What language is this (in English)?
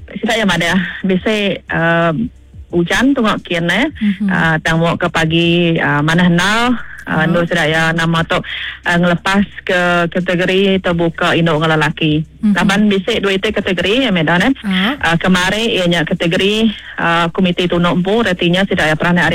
Iban